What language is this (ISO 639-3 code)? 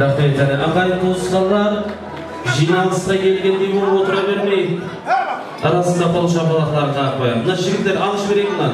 kaa